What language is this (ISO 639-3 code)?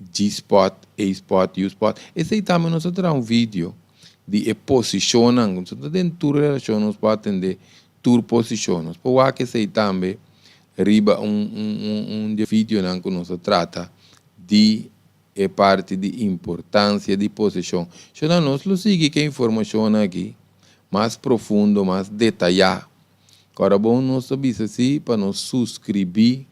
pap